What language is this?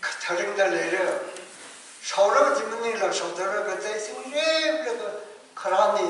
Tangkhul Naga (India)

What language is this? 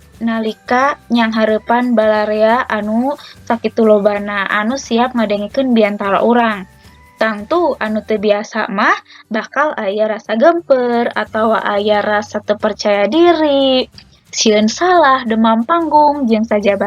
Sundanese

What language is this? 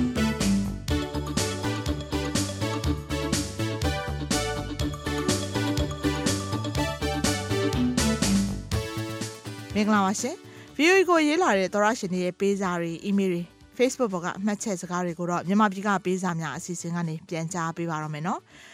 Burmese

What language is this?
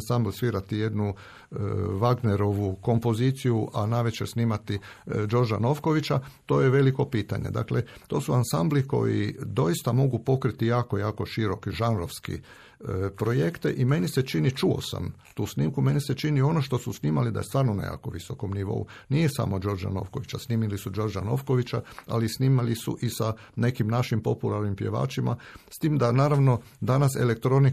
Croatian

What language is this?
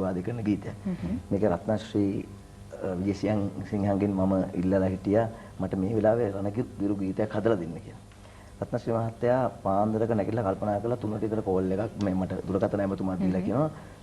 Sinhala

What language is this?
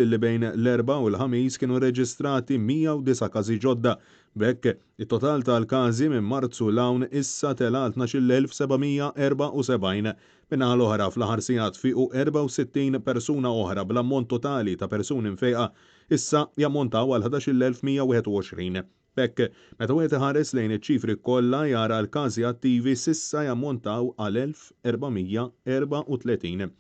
Maltese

